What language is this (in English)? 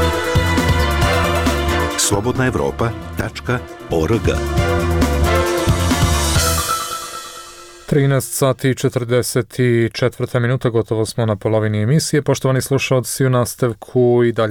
Bosnian